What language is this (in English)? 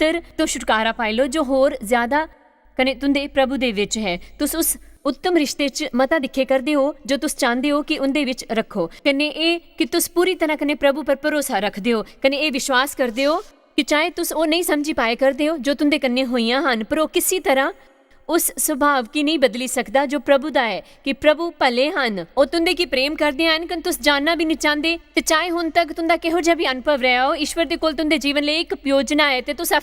Dogri